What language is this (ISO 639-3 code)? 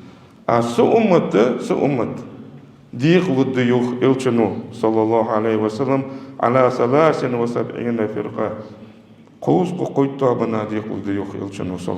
inh